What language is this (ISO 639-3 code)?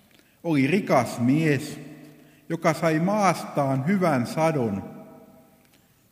fin